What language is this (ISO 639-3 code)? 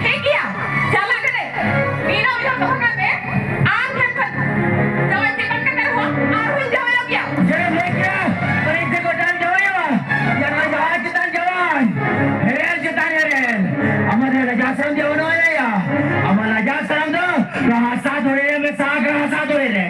sat